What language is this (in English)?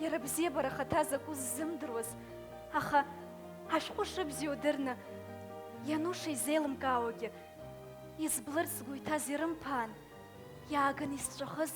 Abkhazian